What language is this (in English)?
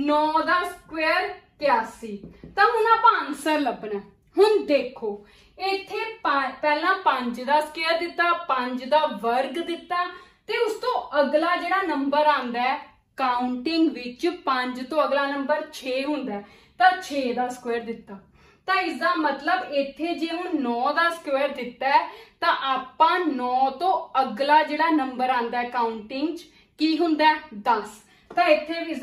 Punjabi